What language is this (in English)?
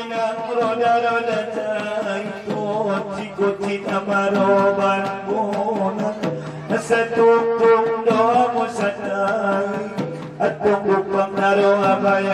Batak Angkola